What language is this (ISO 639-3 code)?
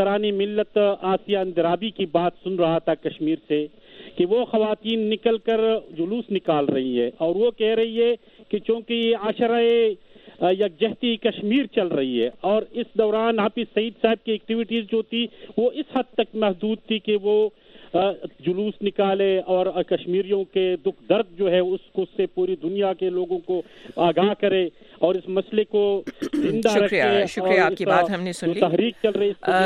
urd